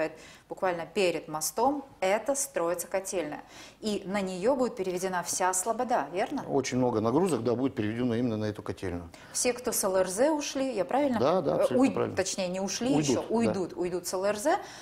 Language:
Russian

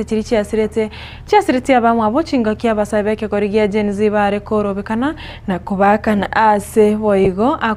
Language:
Gusii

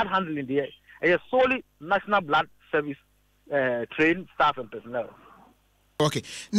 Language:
Akan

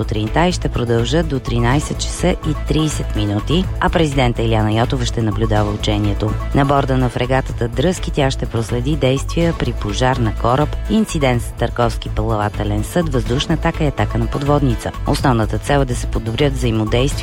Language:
Bulgarian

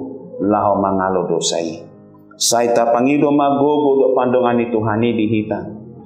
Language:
Batak Toba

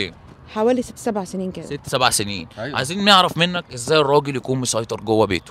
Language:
Egyptian Arabic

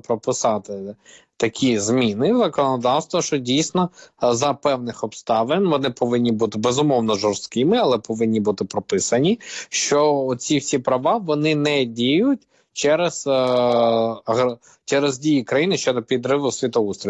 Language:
Ukrainian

